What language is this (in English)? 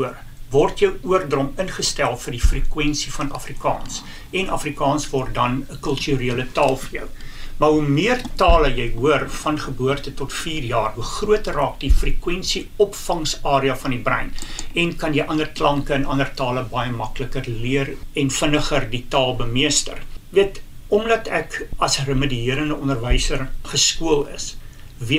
Afrikaans